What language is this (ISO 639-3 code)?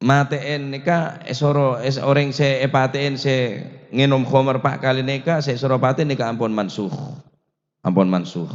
mad